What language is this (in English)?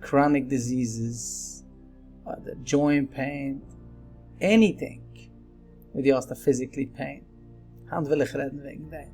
Yiddish